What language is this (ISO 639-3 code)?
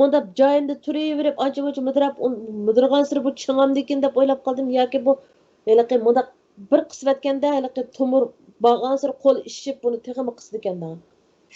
uig